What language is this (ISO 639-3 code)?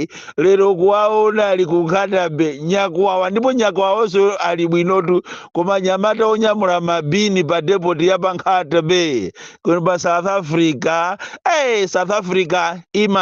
nya